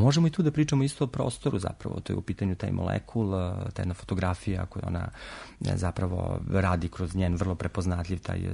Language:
Serbian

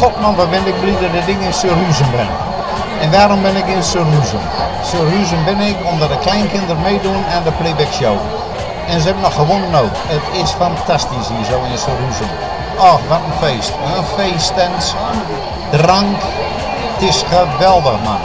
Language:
Western Frisian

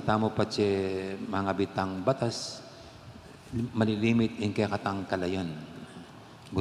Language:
Pampanga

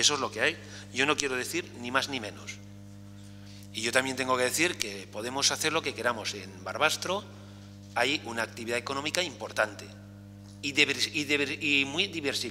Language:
Spanish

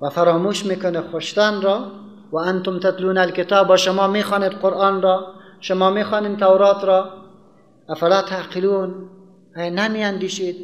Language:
Persian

